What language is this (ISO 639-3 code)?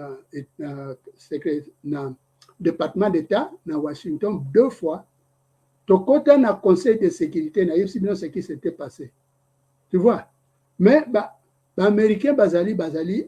lin